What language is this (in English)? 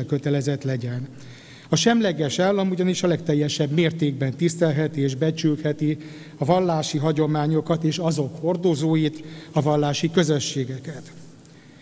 Hungarian